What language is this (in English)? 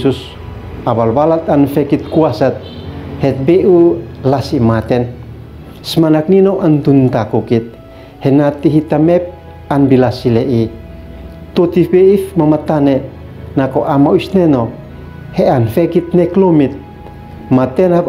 Uab Meto